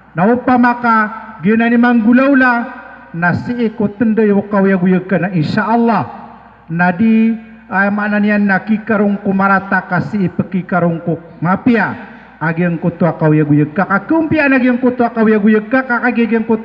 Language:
Maranao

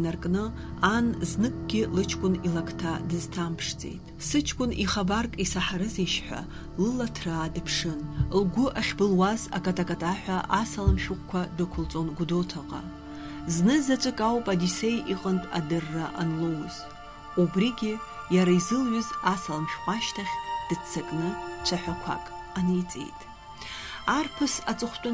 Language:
Abkhazian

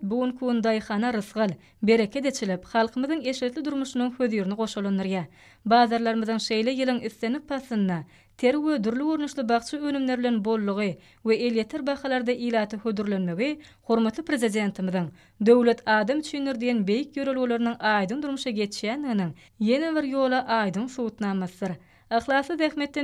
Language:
Turkmen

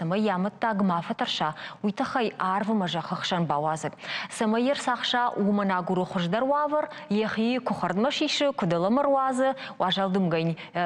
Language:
Ossetic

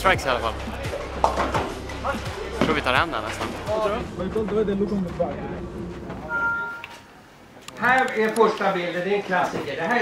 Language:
Swedish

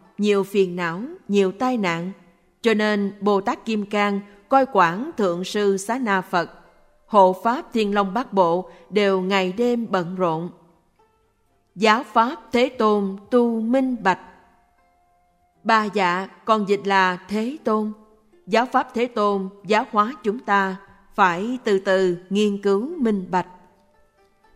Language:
Vietnamese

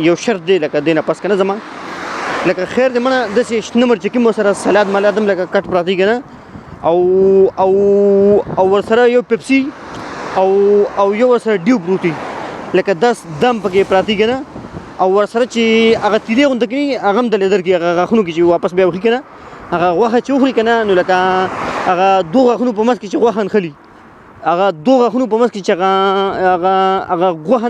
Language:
Pashto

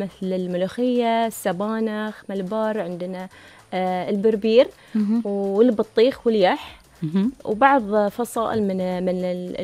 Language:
Gulf Arabic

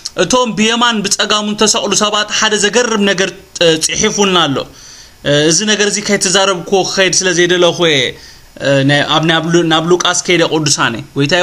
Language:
Tigrinya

